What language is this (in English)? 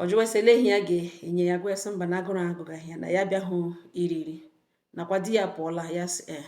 Igbo